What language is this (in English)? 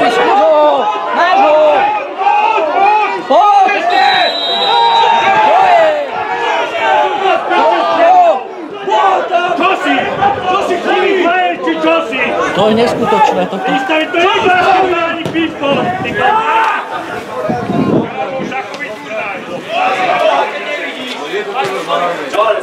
Slovak